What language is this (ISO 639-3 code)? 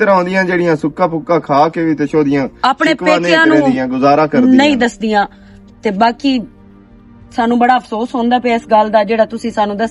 lah